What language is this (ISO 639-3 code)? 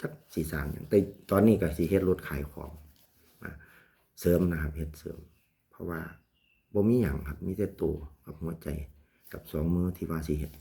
lao